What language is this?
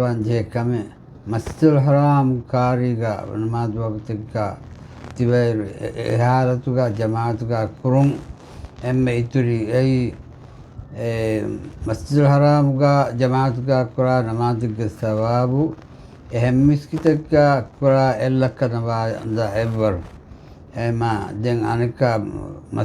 Divehi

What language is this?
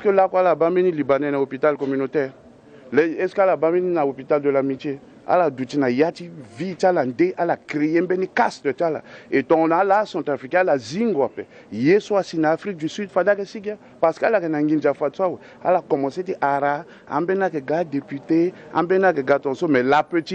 Sango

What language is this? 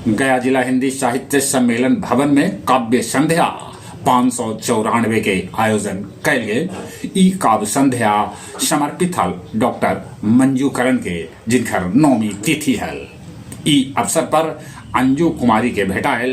Magahi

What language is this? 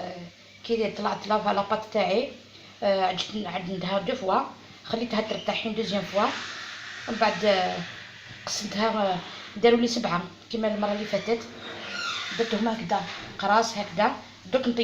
Algerian Arabic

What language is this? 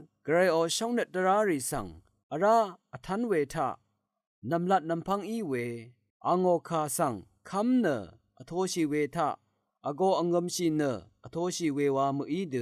Rawang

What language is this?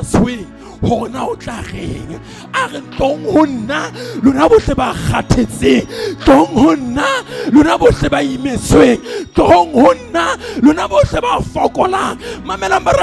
Southern Sotho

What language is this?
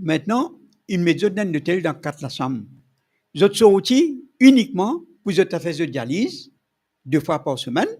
Morisyen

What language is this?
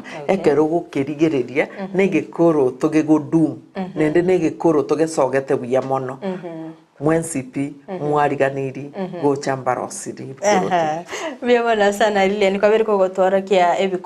Gusii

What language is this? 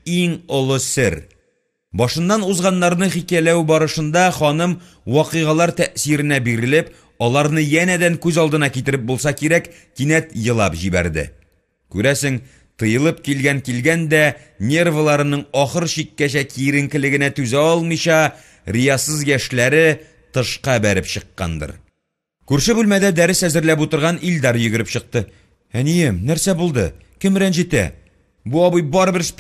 Tatar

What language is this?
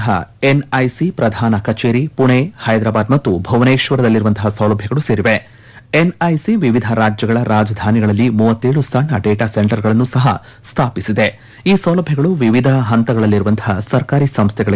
Kannada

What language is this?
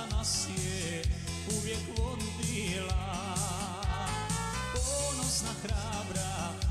Serbian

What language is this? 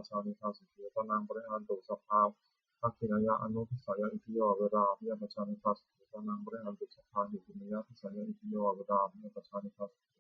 Pali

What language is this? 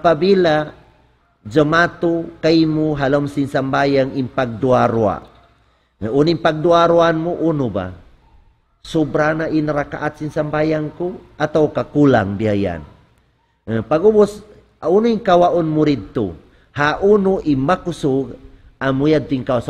Tausug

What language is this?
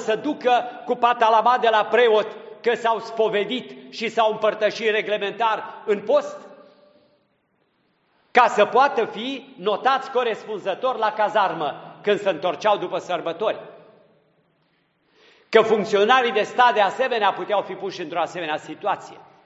Romanian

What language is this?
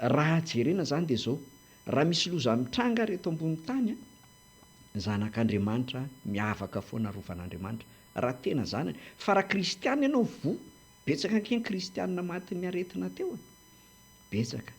Malagasy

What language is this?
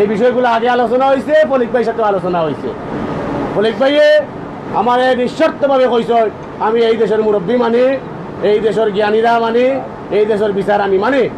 Sylheti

